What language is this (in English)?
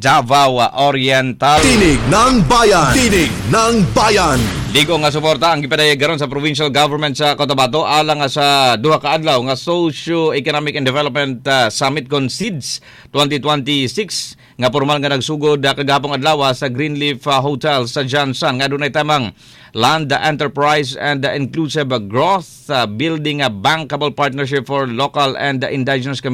Cebuano